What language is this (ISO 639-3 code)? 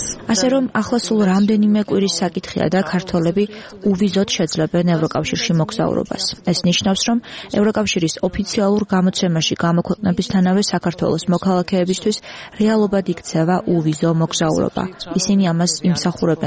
kat